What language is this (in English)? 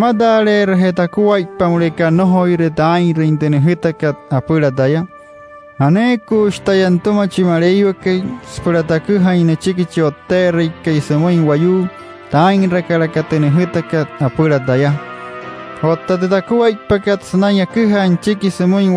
Wayuu